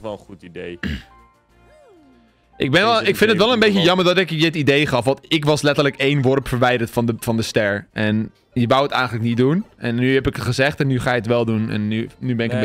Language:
Dutch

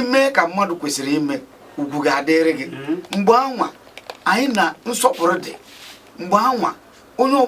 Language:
Igbo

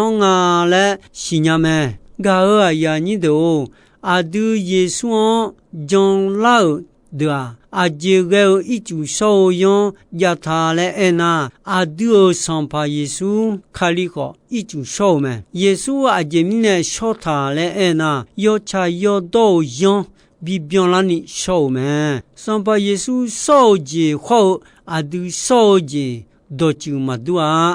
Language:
Akha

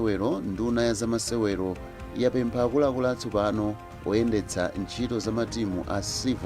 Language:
Nyanja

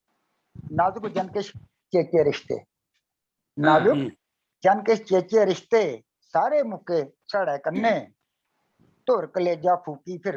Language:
Dogri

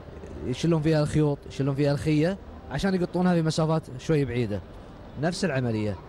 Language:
Gulf Arabic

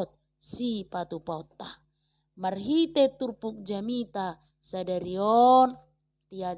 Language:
Batak Toba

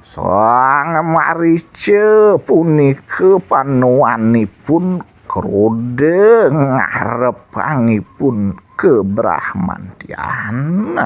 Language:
Balinese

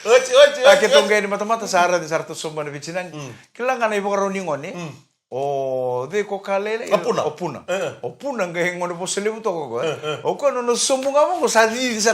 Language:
Fijian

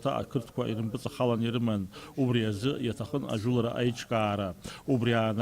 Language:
Abkhazian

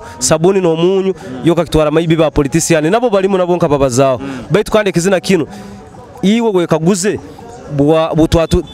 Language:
Nyoro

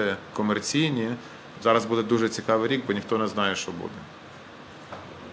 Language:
Ukrainian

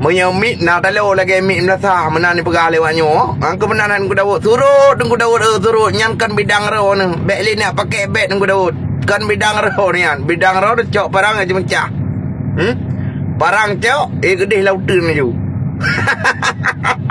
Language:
Achinese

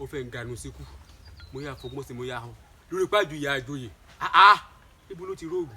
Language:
Yoruba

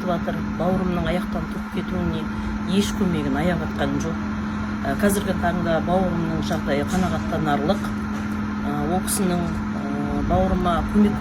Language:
Kazakh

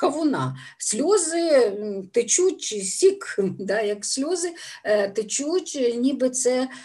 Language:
Ukrainian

